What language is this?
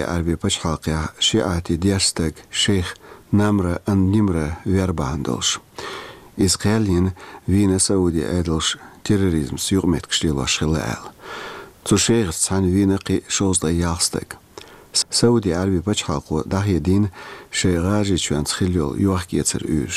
Chechen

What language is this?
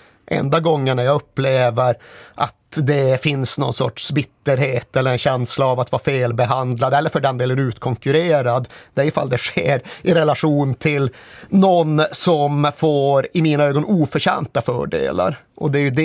Swedish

